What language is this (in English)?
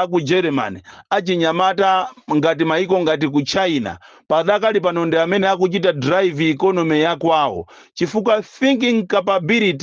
Nyanja